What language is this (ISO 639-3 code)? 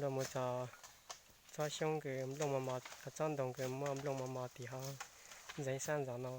hmn